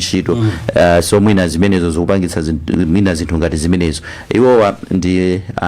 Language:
Nyanja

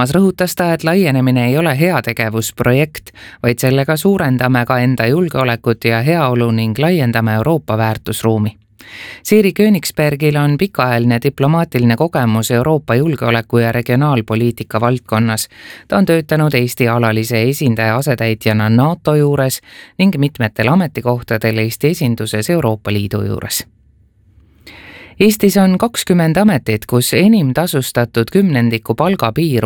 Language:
Estonian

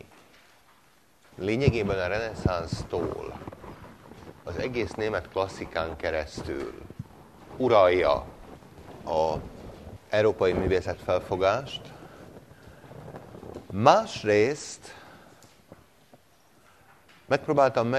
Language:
Hungarian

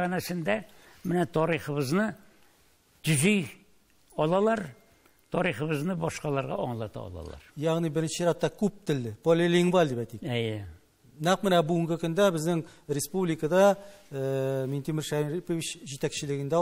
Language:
Tatar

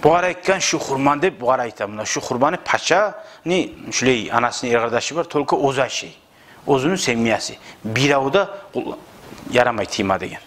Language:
Kumyk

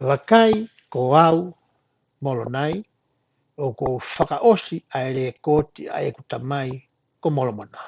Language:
Tongan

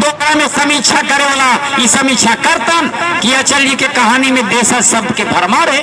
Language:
Magahi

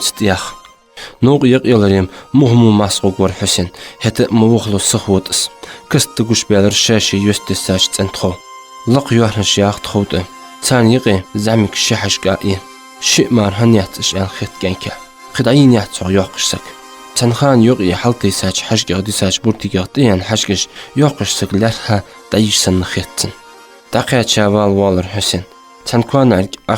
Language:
Ingush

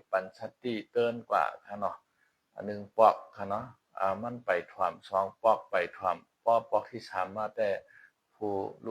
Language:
Shan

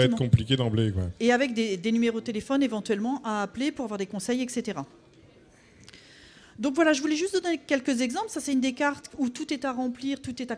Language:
French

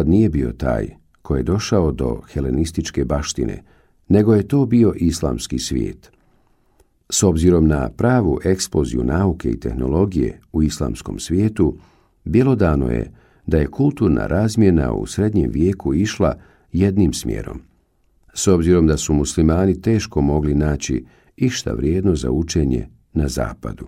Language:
Bosnian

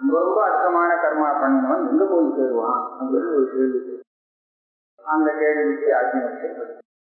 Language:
Tamil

